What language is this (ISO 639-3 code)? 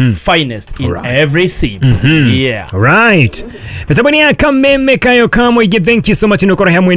kik